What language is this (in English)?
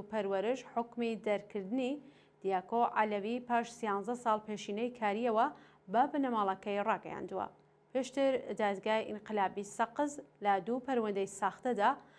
Central Kurdish